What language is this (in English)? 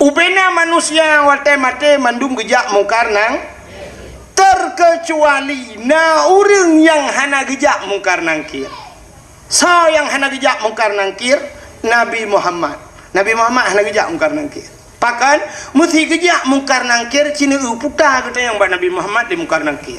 Achinese